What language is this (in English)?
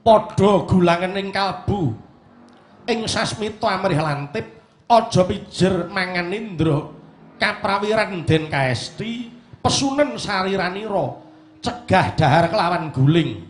Javanese